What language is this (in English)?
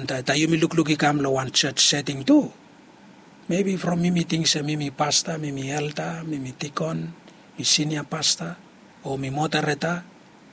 Bislama